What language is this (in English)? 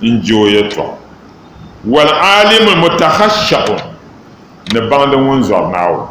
Dagbani